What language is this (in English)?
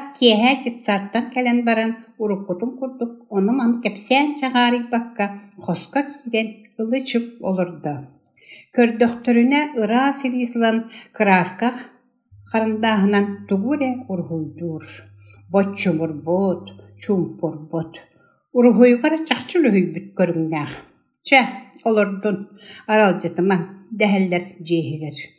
Yakut